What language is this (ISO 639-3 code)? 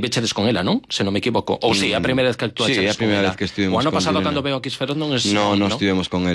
glg